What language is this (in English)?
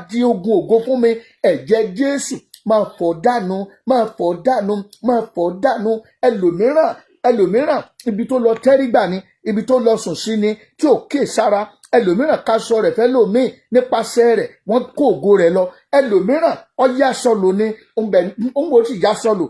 Yoruba